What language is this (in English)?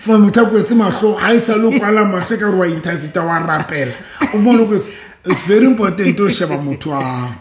Southern Sotho